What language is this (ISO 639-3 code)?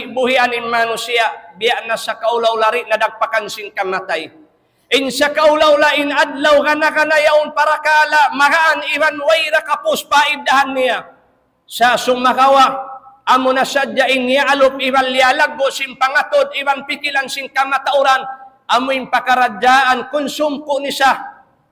tsg